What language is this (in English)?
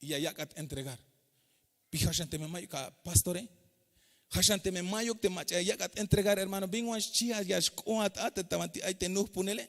Tzeltal